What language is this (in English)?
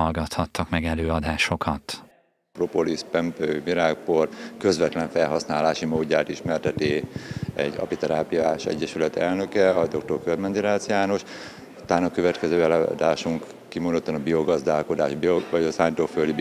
Hungarian